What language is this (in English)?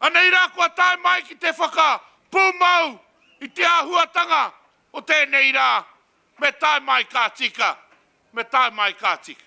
Māori